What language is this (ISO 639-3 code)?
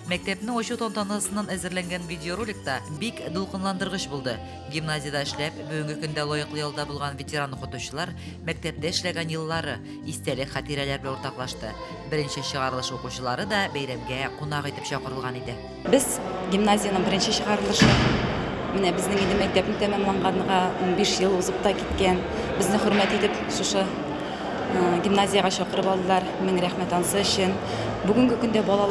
tat